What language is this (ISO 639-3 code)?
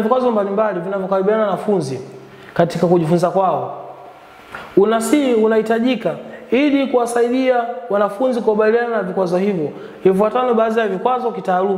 swa